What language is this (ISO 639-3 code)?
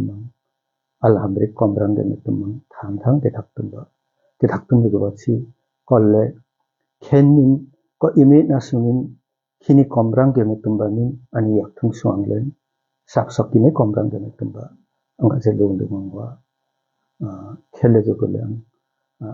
lif